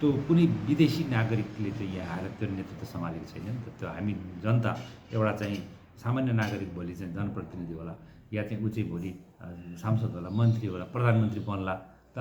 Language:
Nepali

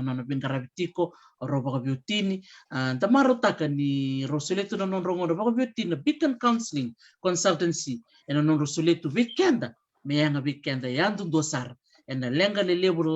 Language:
Fijian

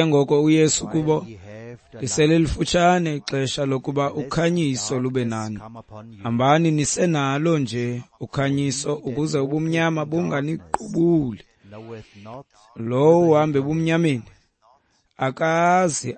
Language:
Xhosa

